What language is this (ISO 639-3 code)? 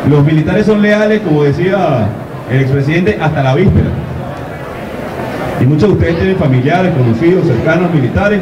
spa